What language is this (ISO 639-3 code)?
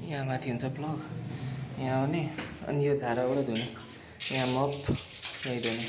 nep